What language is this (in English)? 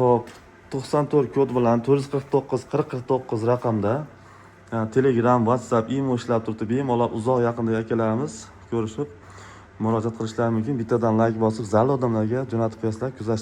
Uzbek